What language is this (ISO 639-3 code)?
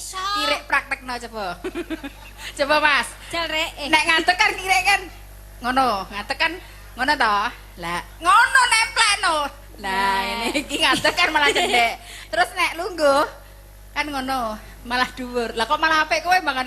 jav